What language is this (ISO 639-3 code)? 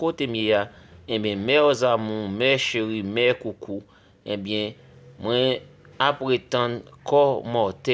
hat